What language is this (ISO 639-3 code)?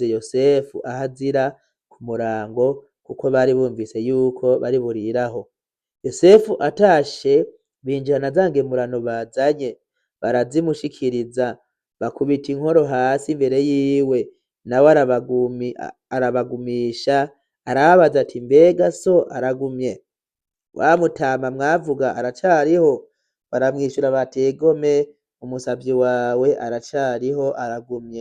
run